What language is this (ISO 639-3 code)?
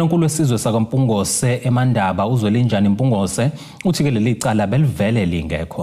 zul